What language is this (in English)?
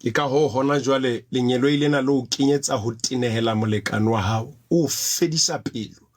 Southern Sotho